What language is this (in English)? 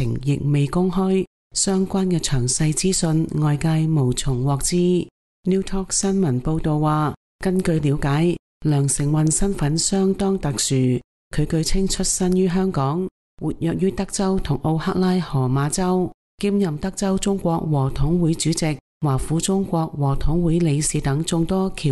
Cantonese